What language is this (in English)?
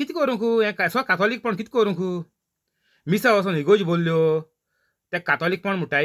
Konkani